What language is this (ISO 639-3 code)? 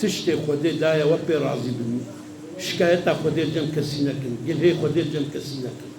kur